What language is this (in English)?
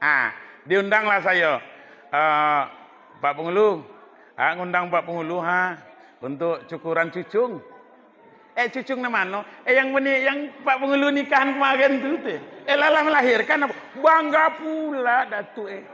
Minangkabau